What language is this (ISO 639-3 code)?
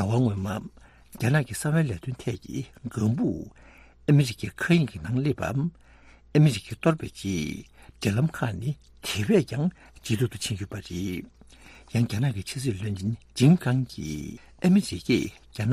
bod